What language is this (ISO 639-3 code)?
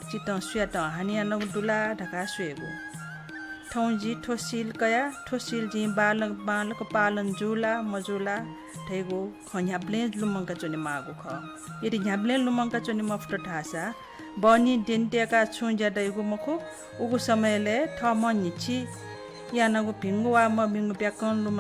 new